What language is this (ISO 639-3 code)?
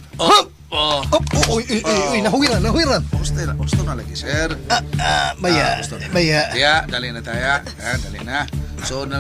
ceb